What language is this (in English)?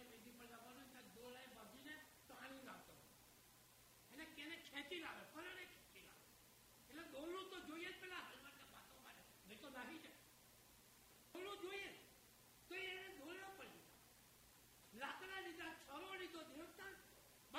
Gujarati